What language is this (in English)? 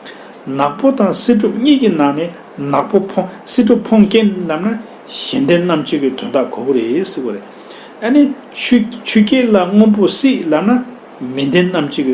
Tibetan